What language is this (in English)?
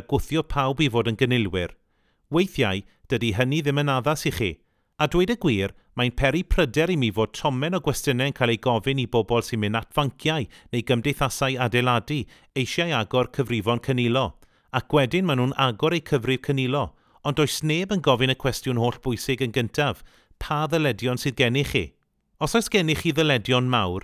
Welsh